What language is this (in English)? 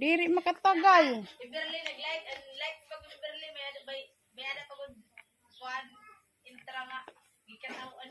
Waray